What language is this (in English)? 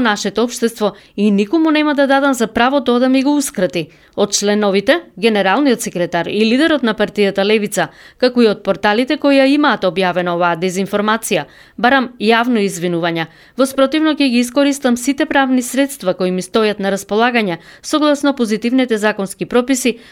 Macedonian